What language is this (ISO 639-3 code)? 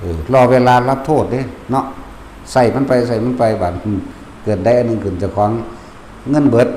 tts